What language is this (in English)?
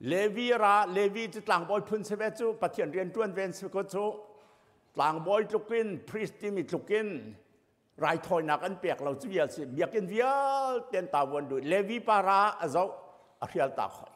Hakha Chin